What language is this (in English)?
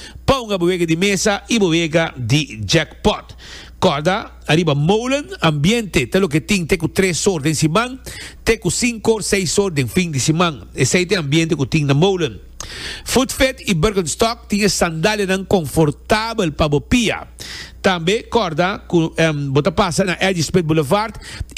Papiamento